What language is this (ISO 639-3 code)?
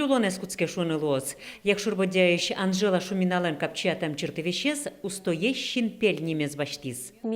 udm